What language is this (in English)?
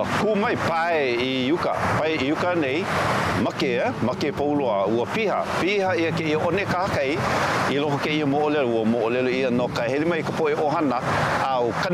Hawaiian